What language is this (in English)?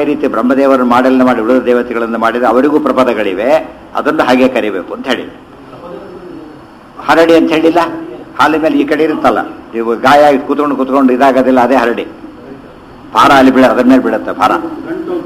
Kannada